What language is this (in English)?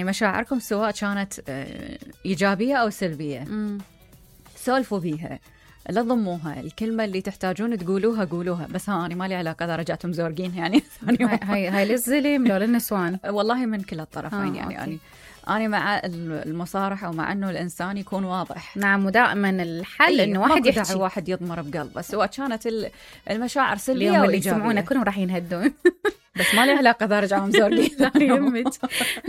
Mesopotamian Arabic